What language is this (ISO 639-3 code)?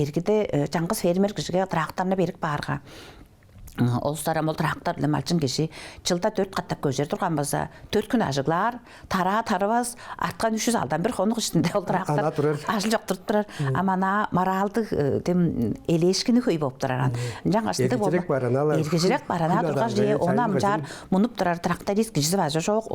tyv